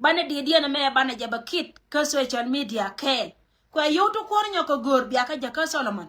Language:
Nuer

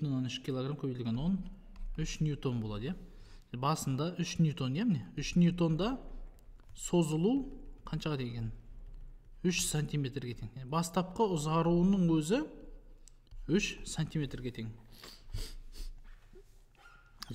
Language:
Kazakh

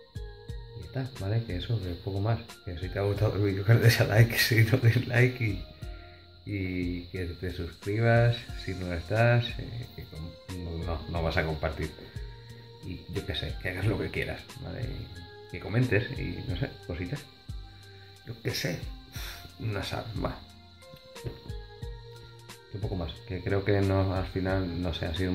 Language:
Spanish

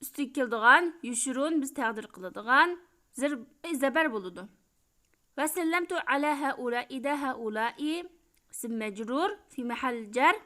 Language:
Uyghur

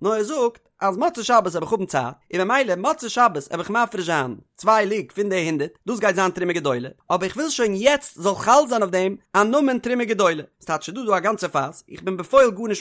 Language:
Yiddish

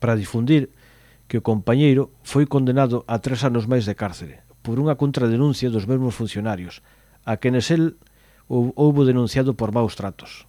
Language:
Galician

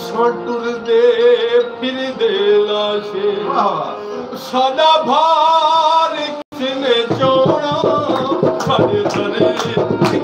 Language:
Saraiki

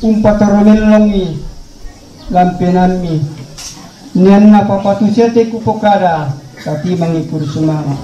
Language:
Toraja-Sa'dan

